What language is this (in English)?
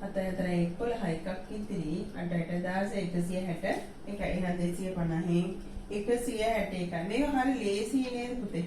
Sinhala